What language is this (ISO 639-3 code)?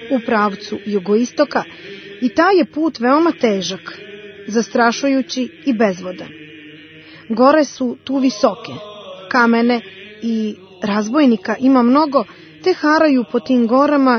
srp